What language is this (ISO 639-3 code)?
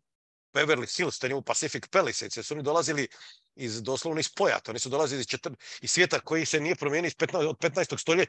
hrv